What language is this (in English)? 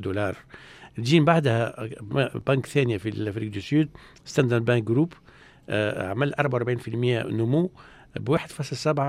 Tunisian Arabic